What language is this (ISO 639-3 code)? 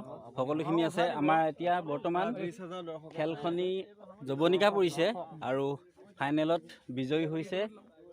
asm